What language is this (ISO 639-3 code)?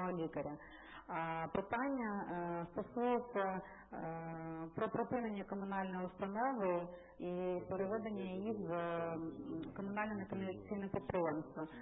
ukr